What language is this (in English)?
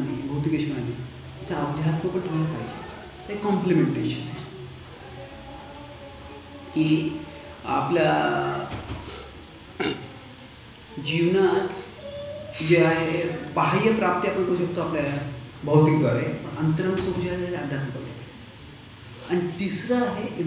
Marathi